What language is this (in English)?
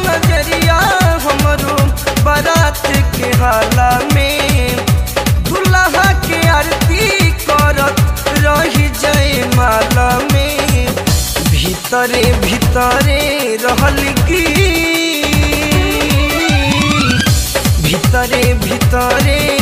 Bhojpuri